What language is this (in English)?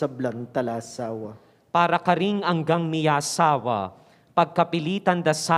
Pampanga